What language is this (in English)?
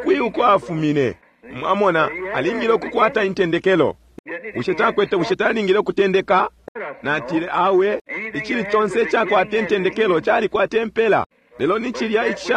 Bemba